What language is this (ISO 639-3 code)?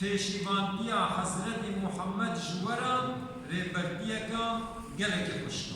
kur